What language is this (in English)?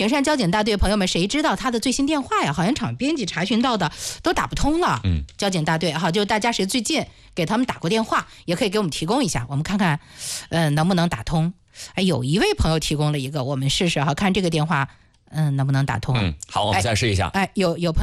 Chinese